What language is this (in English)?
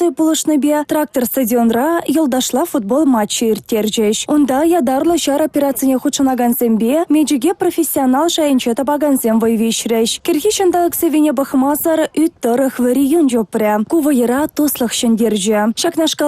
Chuvash